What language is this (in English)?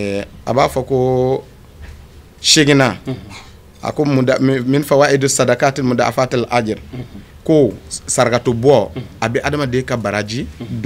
Bambara